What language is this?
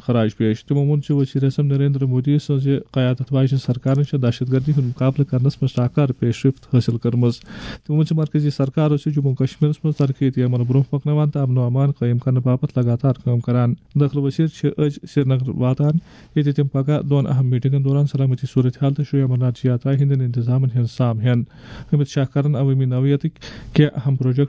Kashmiri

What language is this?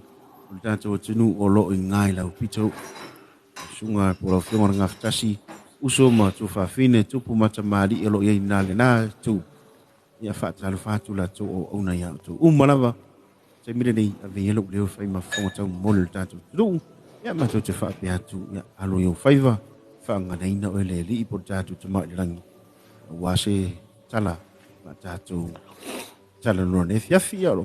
Samoan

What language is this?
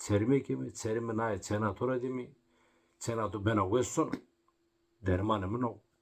Zaza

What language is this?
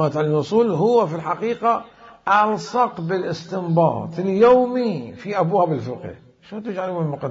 Mesopotamian Arabic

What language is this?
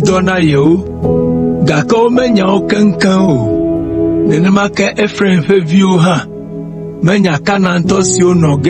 Ewe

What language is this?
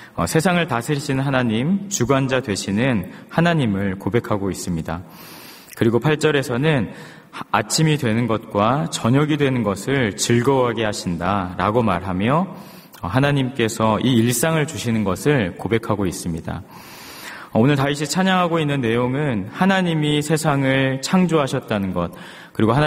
Korean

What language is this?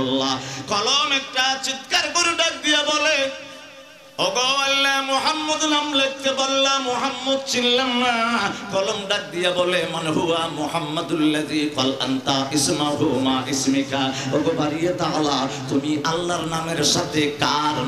Bangla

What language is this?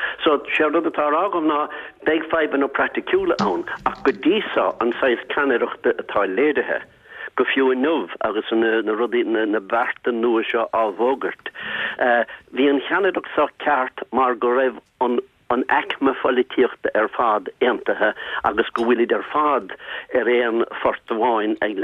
Irish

